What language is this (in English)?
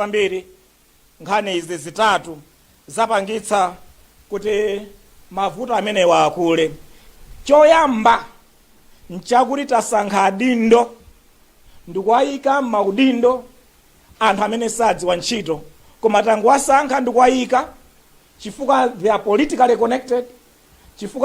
Nyanja